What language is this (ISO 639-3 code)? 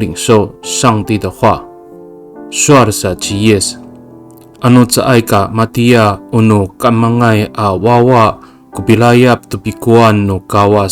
ami